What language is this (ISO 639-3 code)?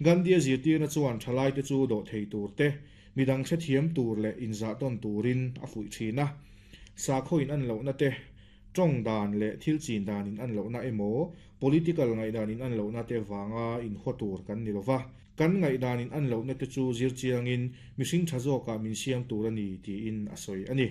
lus